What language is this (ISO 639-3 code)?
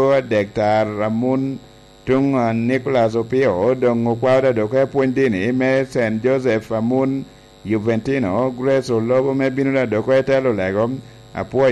laj